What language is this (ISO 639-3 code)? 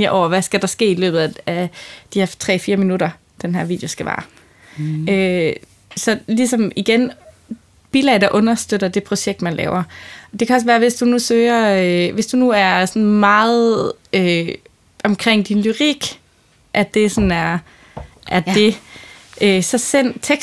dan